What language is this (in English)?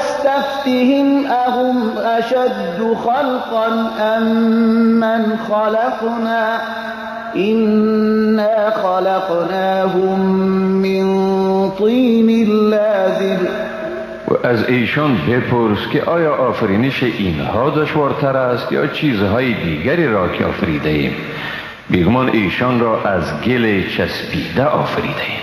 Persian